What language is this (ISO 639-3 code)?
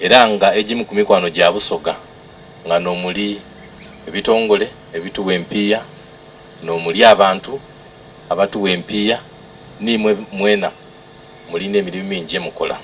xog